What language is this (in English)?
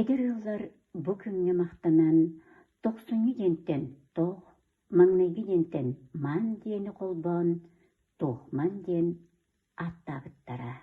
Yakut